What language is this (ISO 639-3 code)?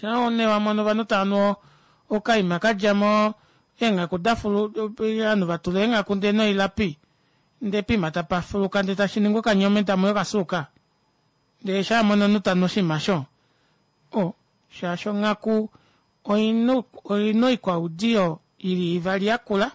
kua